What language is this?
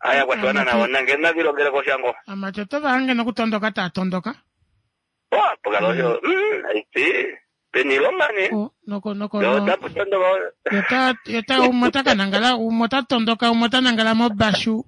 Kuanyama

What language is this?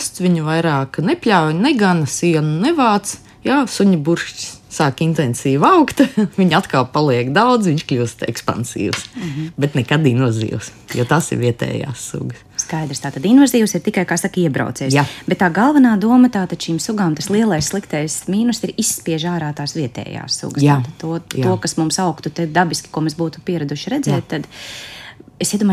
Latvian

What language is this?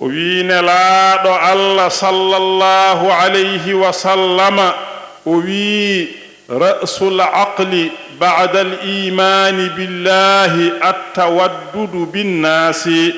Fula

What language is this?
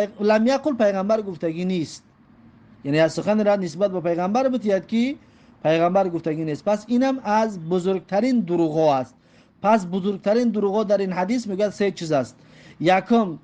Tajik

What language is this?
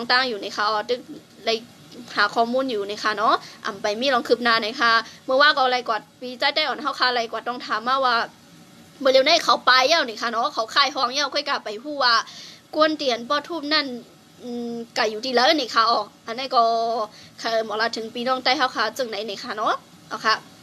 Shan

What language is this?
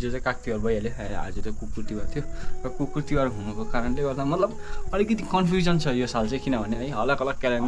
Nepali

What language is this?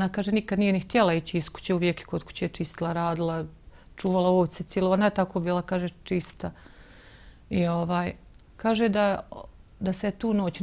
Bosnian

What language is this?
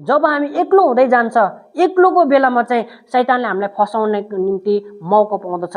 Nepali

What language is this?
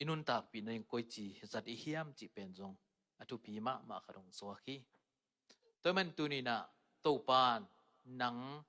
Tedim Chin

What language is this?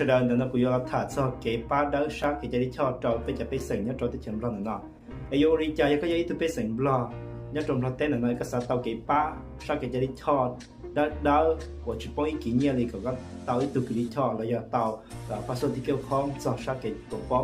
Hmong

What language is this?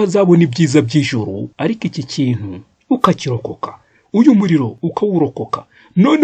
Kinyarwanda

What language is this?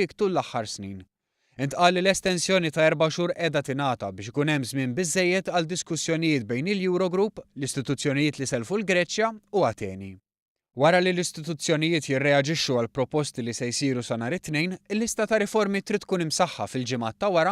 Maltese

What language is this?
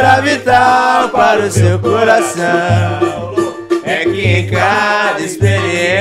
Portuguese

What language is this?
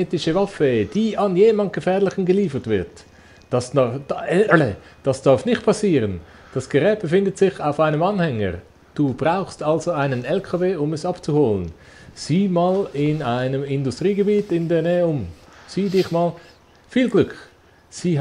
Swiss German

